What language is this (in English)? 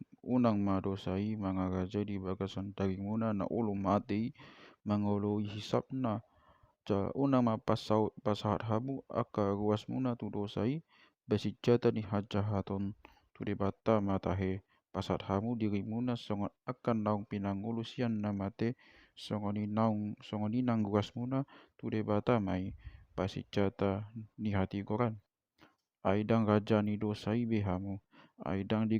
Batak Toba